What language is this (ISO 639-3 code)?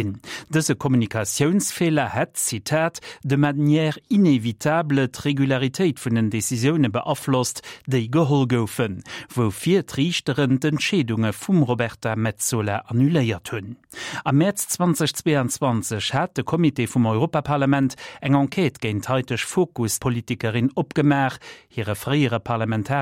ltz